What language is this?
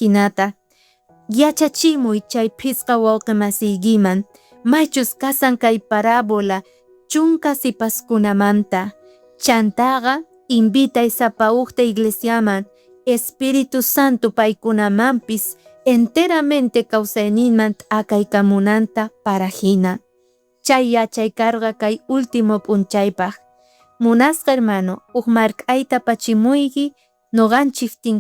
South Bolivian Quechua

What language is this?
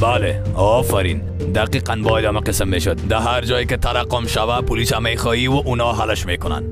Persian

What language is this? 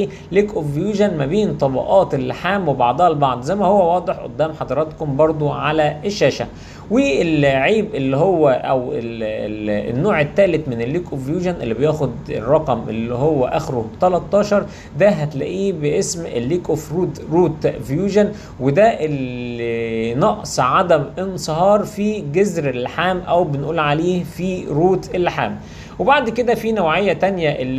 Egyptian Arabic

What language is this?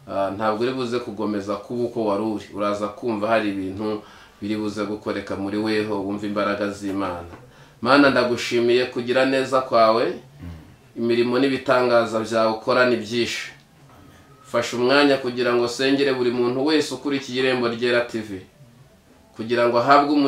Kinyarwanda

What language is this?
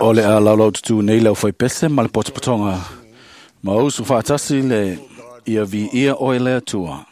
Samoan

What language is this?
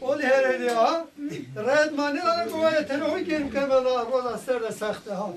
Zaza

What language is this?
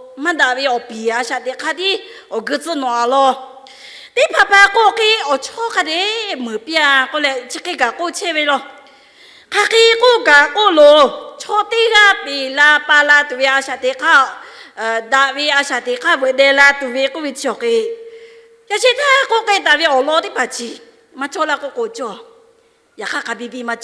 Lahu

